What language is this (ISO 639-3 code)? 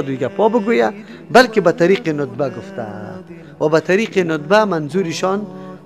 fas